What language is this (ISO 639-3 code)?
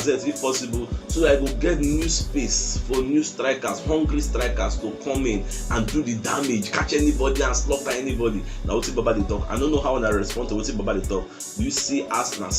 pcm